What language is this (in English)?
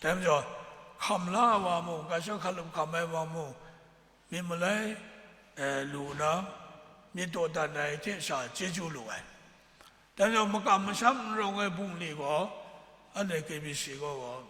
Kachin